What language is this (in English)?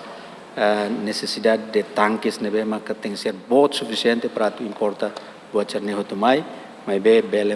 Tetum